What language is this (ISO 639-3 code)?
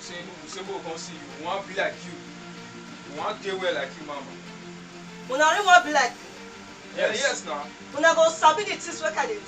pcm